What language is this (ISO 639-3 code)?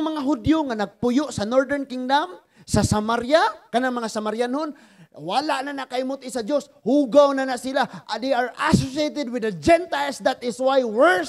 ceb